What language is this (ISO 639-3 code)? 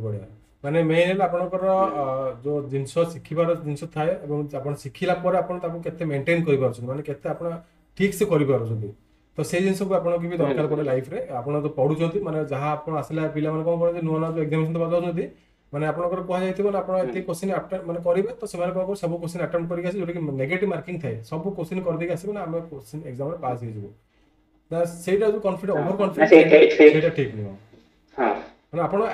ori